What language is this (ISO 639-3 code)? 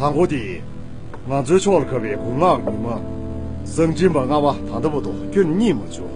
bod